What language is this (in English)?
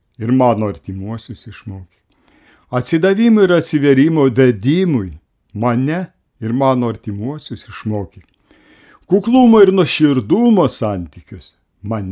Lithuanian